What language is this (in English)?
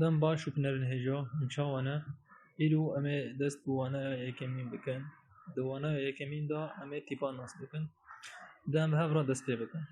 Kurdish